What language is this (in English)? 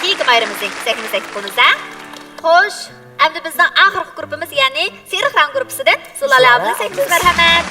Uyghur